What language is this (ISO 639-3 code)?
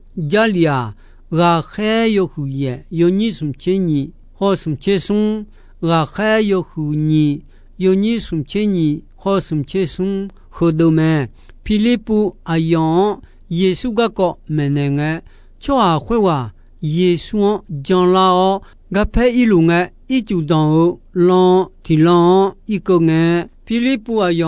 ahk